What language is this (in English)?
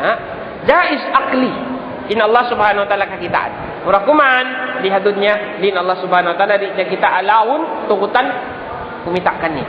Tausug